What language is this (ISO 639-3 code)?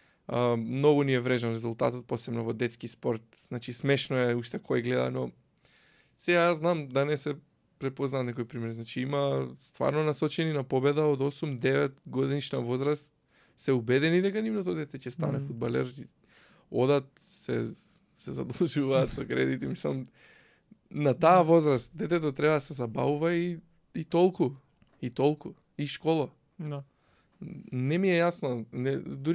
mkd